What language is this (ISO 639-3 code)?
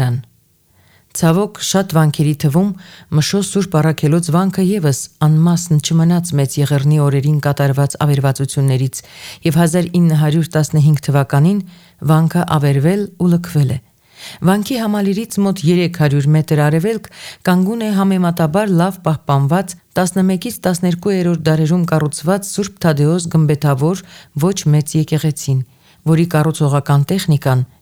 hye